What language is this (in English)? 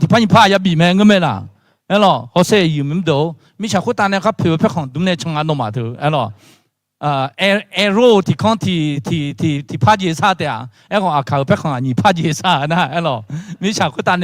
Akha